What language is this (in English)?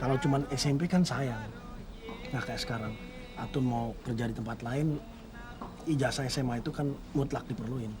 Betawi